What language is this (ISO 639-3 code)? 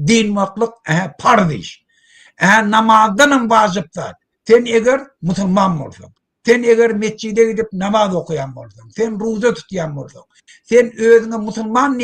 tuk